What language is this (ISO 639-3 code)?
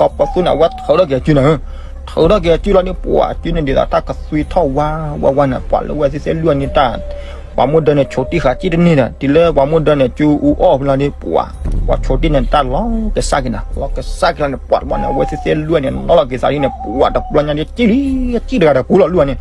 ksw